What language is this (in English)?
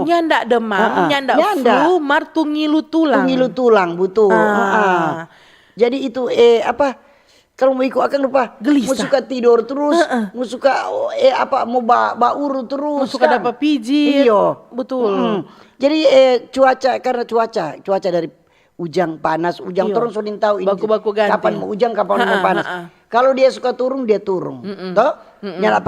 Manado Malay